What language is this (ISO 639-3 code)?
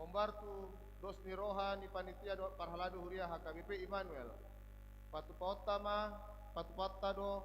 bbc